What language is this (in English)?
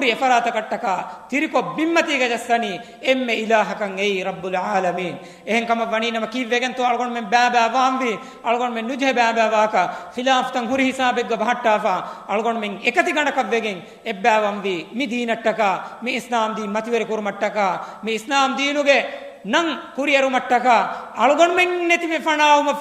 Divehi